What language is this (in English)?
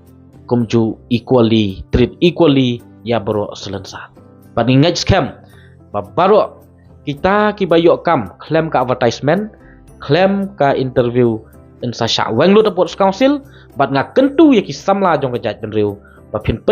Khasi